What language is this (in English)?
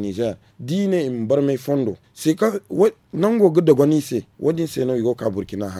Zarma